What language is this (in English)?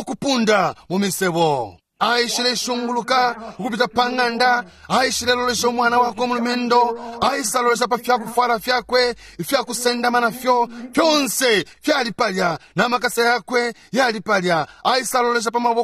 Bemba